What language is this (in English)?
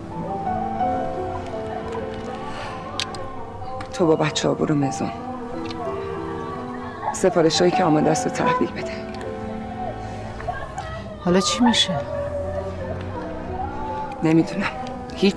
Persian